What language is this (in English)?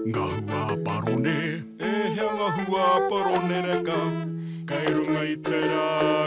Māori